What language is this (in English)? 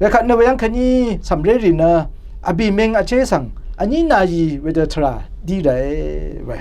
Rawang